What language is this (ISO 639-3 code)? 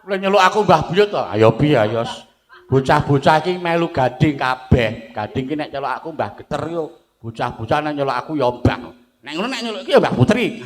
jav